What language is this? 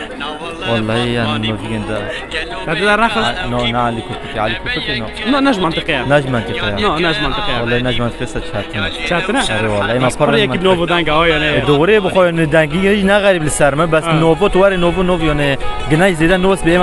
Kurdish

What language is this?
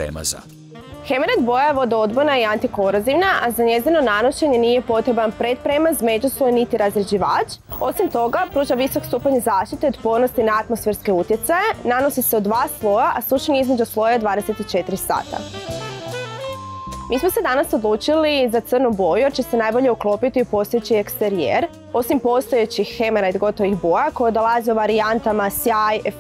Croatian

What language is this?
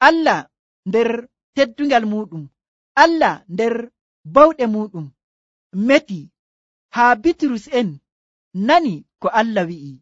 Nigerian Fulfulde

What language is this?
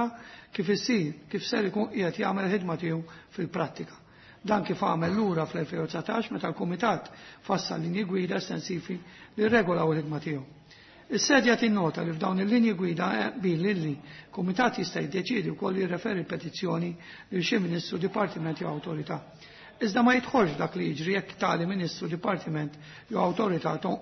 Maltese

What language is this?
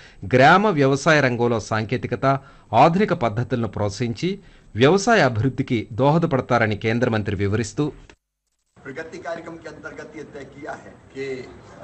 Telugu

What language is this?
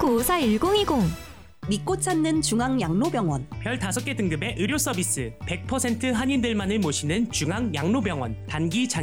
Korean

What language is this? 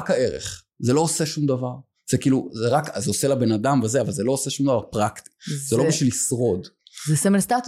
Hebrew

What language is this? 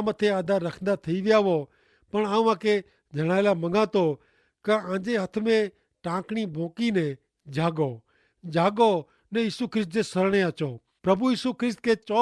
Kachhi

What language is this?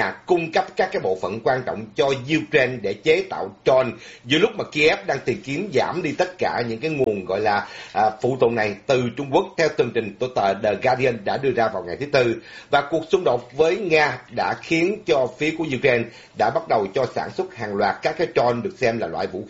Vietnamese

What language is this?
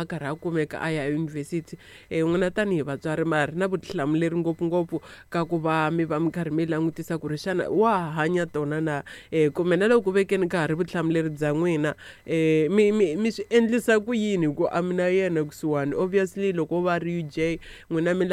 Tsonga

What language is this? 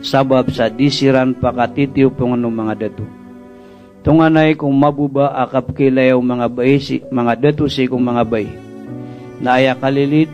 Maranao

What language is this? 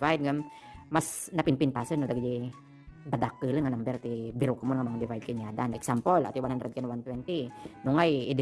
Iloko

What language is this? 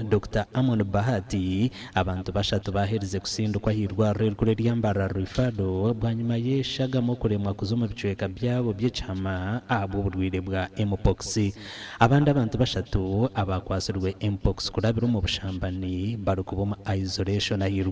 Nyankole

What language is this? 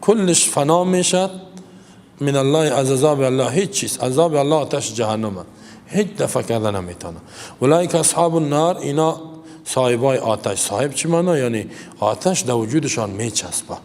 Persian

